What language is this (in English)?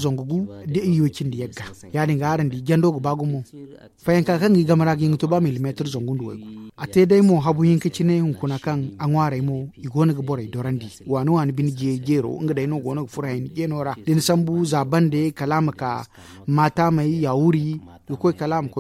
Zarma